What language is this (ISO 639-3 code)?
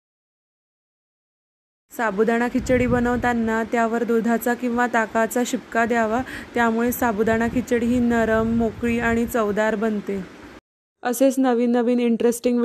mar